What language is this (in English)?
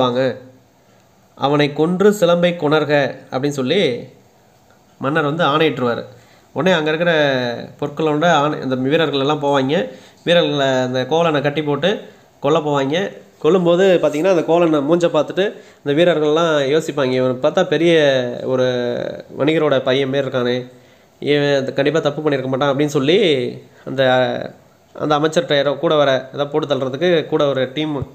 Tamil